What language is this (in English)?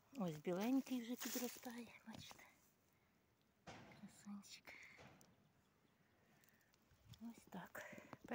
Ukrainian